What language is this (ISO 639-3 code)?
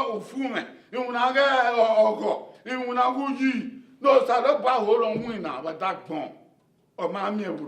bin